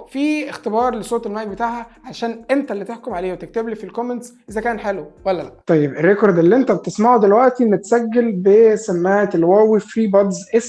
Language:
Egyptian Arabic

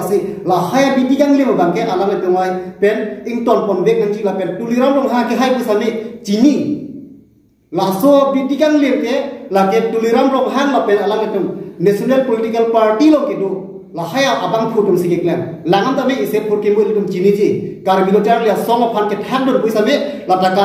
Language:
Karbi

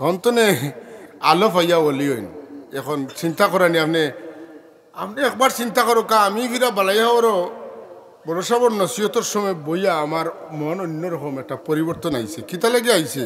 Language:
Sylheti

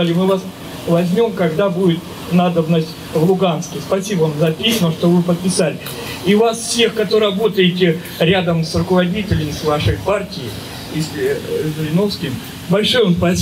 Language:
Russian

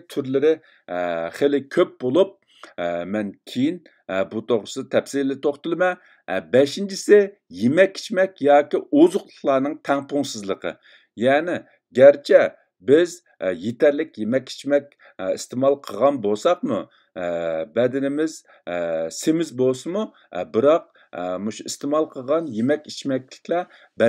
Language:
Uyghur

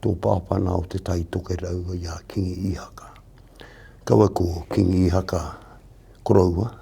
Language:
Māori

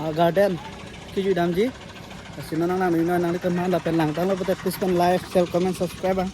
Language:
Karbi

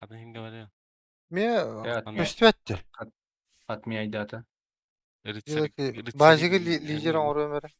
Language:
Yakut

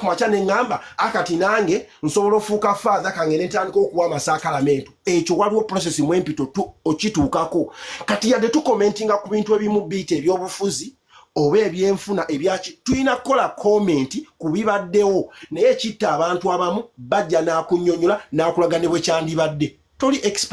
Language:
Ganda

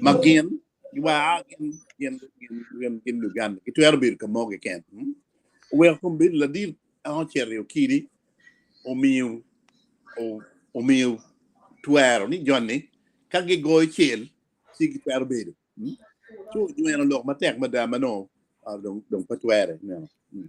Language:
Acoli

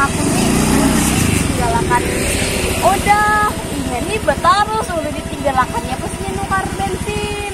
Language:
Banjar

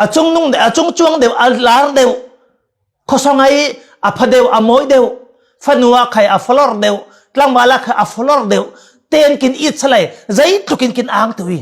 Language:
Falam Chin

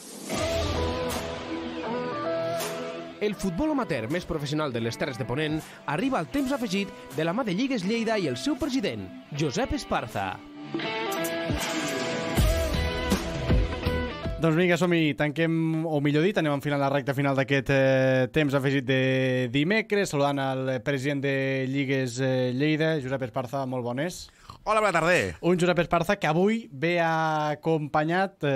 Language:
Catalan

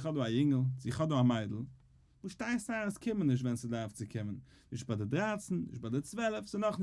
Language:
Yiddish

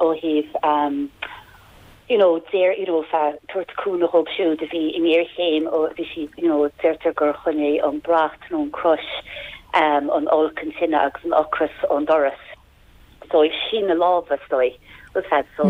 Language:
Irish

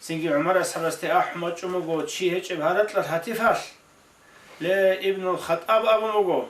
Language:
Avaric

